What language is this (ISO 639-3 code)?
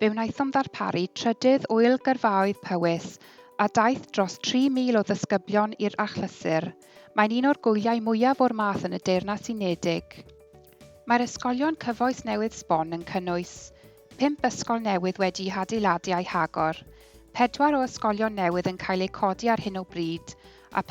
cym